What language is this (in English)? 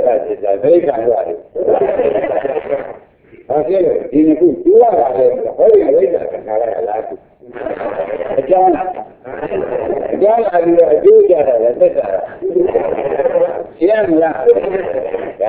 Burmese